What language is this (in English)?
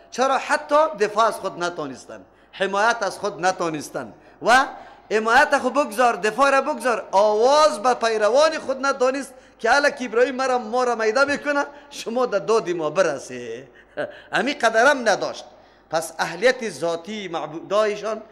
Persian